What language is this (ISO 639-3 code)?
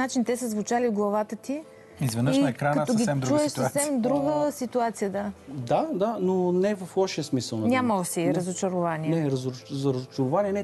bul